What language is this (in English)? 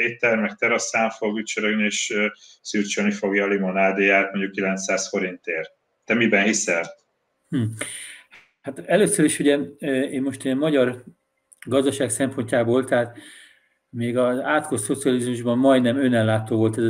Hungarian